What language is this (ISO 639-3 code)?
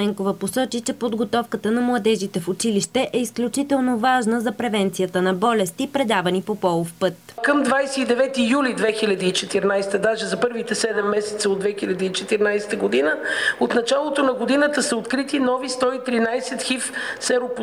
bul